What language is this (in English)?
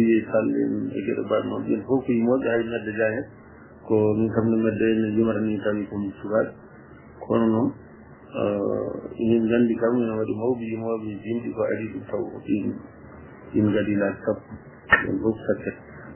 Fula